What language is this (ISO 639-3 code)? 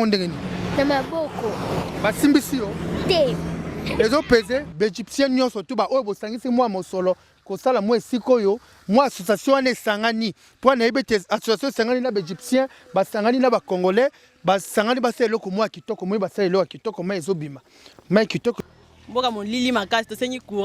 lin